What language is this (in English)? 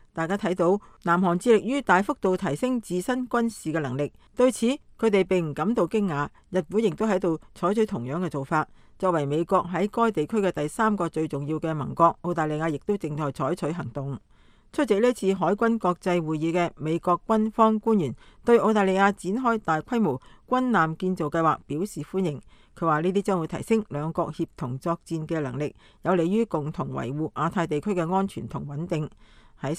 Cantonese